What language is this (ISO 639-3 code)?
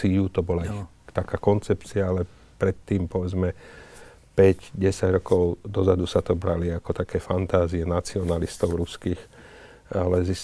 slk